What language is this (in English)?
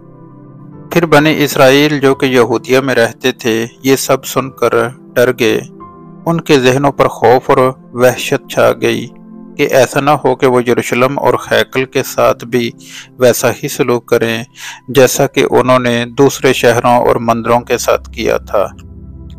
Urdu